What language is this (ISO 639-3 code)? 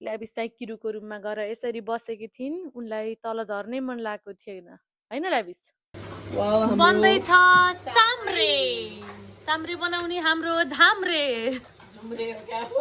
nep